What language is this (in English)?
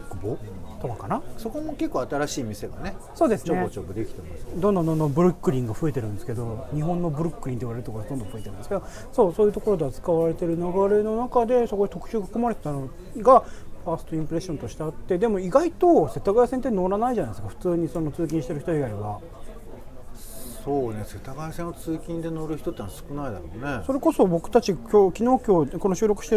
Japanese